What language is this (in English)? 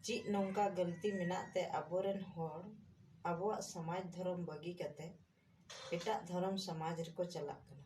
Santali